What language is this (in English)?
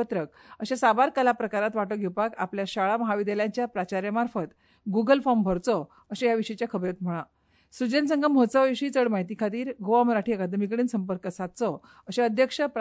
Konkani